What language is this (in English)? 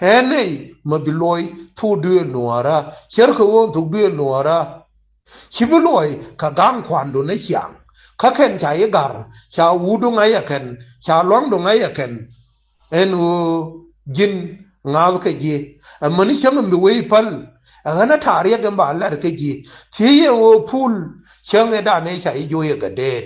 Nuer